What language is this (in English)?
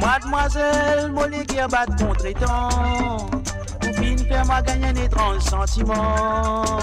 Morisyen